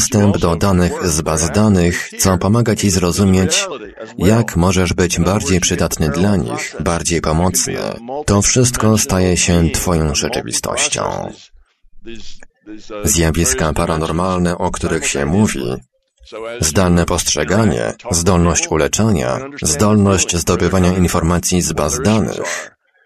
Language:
Polish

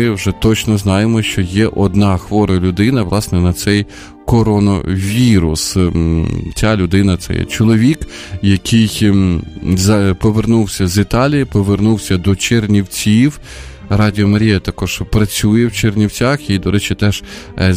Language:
Ukrainian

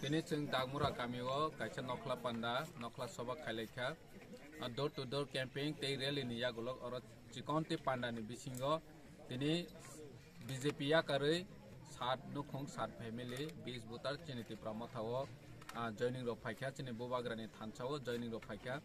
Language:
Kok Borok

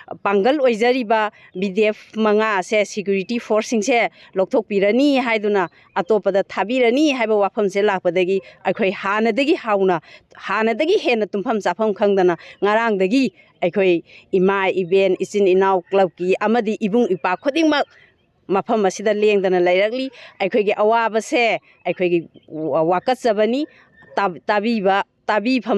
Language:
Manipuri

